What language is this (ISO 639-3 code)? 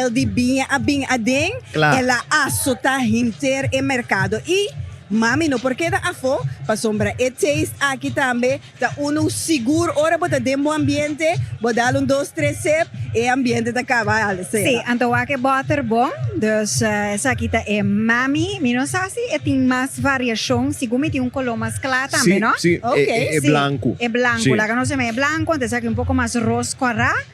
pap